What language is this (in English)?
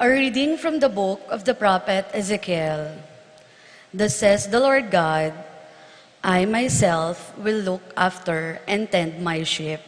Pampanga